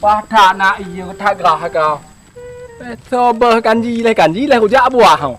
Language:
Achinese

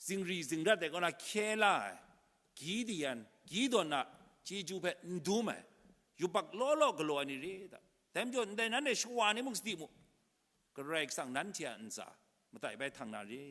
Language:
Kachin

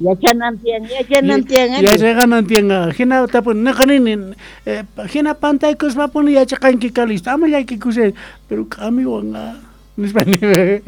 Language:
South Bolivian Quechua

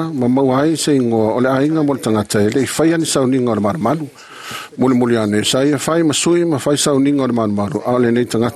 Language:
Samoan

